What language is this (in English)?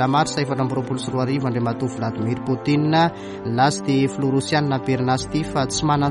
Malagasy